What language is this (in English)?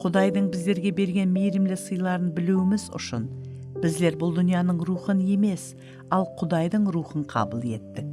Kara-Kalpak